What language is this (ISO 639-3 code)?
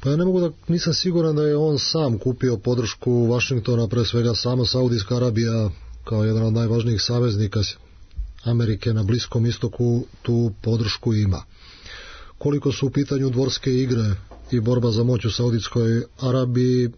srp